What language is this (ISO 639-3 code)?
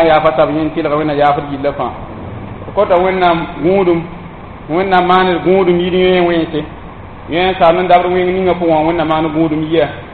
mos